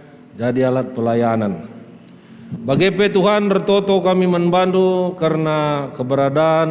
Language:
Batak Karo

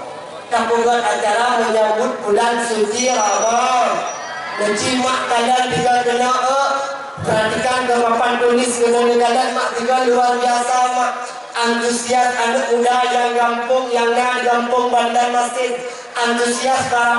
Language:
Achinese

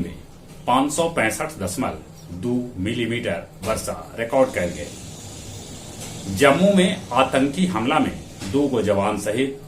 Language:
Magahi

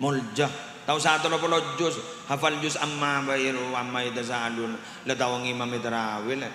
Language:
Madurese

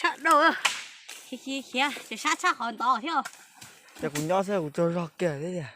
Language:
Hmong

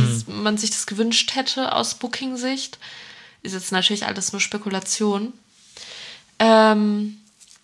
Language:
German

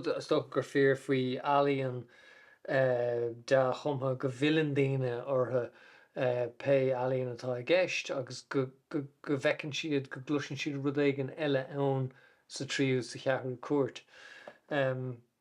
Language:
Irish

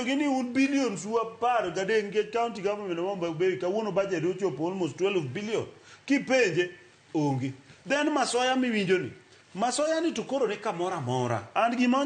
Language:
Luo (Kenya and Tanzania)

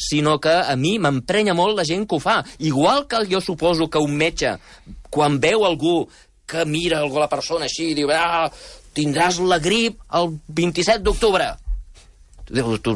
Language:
Catalan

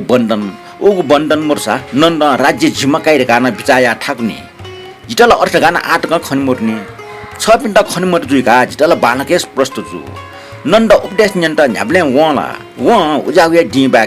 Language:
Newari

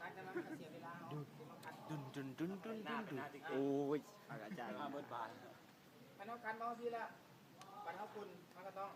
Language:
Lao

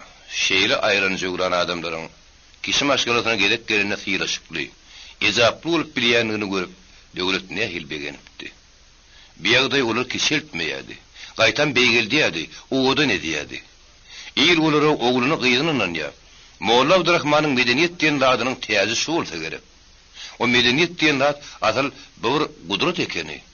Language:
Turkmen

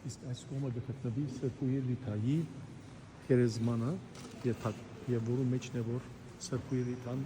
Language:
Western Armenian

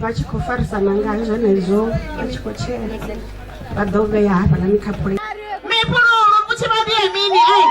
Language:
Venda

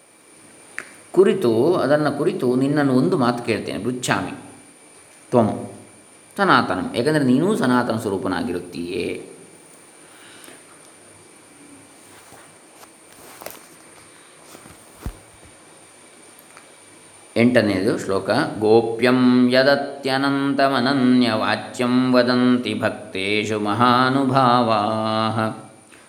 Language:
Kannada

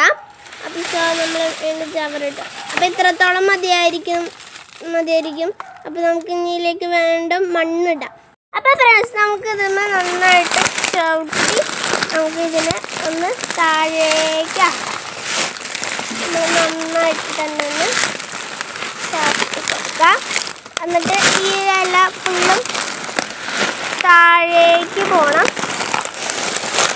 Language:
Malayalam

